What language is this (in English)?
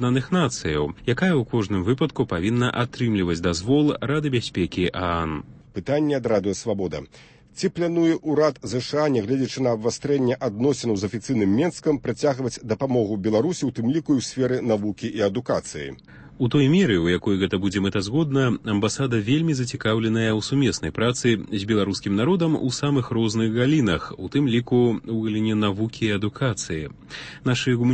Belarusian